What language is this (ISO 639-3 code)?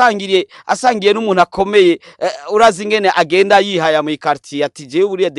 run